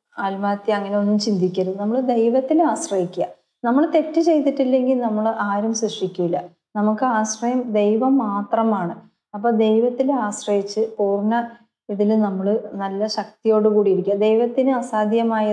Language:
Malayalam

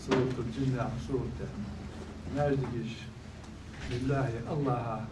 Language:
Ingush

